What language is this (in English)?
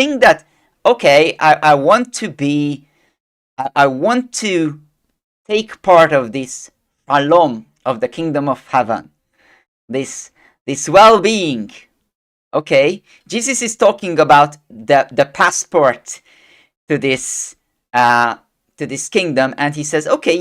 English